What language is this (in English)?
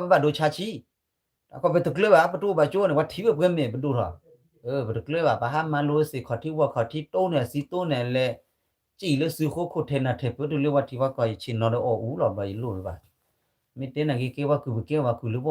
S'gaw Karen